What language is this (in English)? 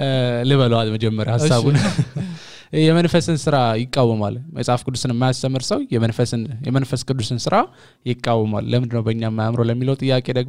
Amharic